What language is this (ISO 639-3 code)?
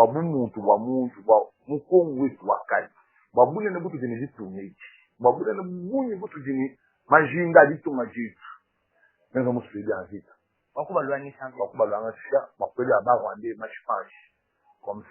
lua